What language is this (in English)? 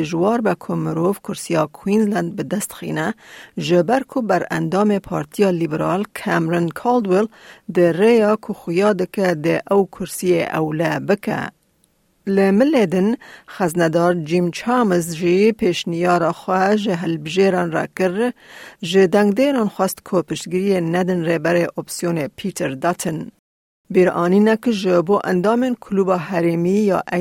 Kurdish